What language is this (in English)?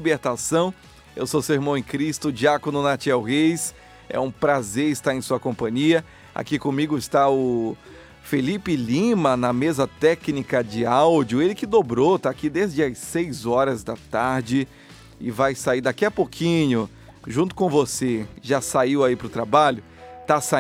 Portuguese